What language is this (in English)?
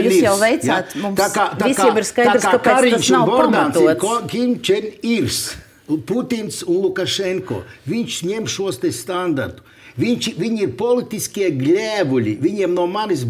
Latvian